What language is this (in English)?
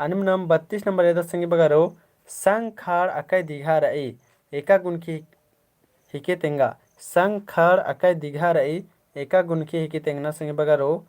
Kurukh